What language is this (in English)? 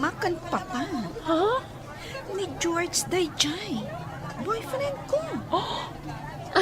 Iloko